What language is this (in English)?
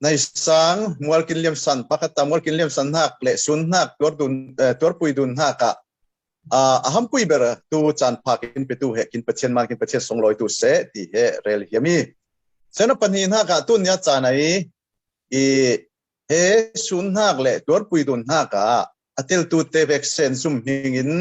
Falam Chin